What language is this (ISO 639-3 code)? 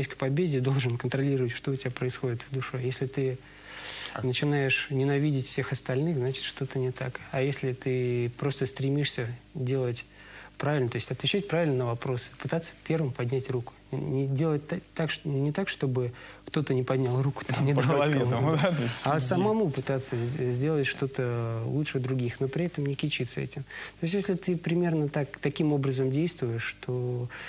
rus